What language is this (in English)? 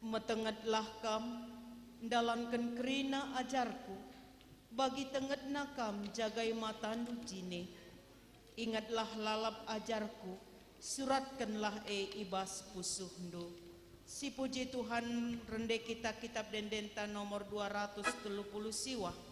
Batak Karo